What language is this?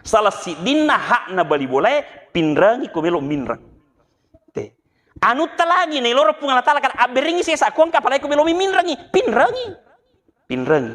Buginese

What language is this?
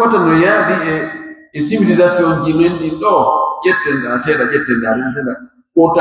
Pular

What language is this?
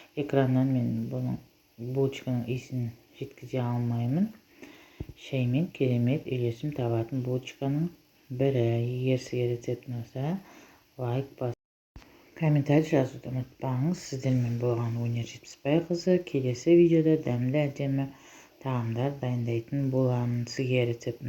Kazakh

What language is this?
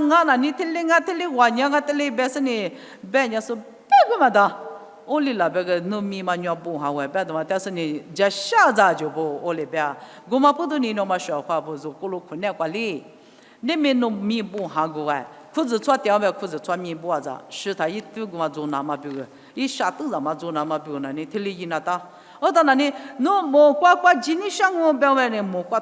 Lisu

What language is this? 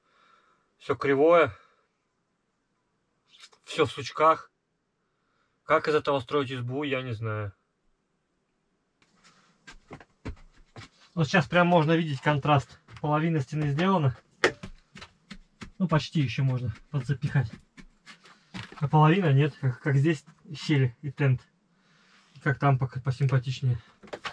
Russian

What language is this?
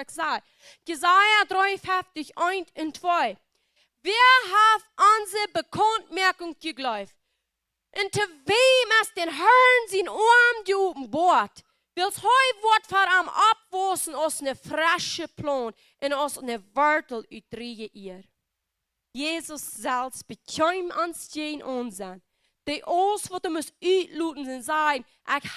Plautdietsch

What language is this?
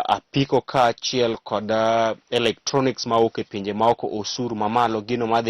Luo (Kenya and Tanzania)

